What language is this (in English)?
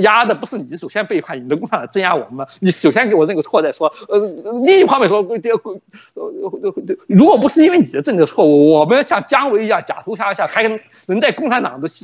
Chinese